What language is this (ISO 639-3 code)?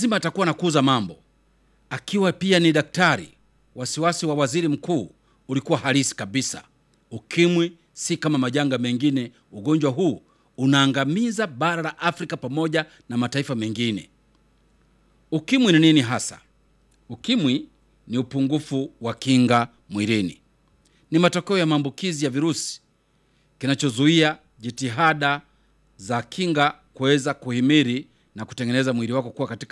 swa